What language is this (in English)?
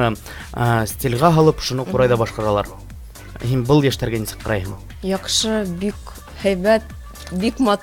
Bashkir